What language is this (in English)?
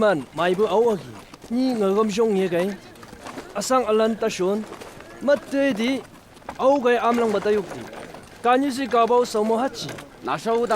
Chang Naga